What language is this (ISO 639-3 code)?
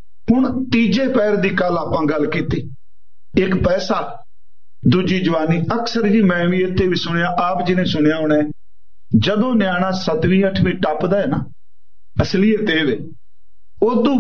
pan